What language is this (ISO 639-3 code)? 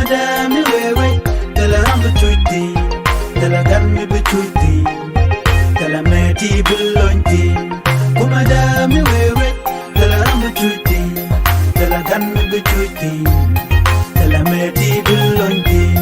nus